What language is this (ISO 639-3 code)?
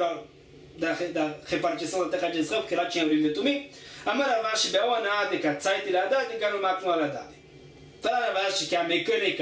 por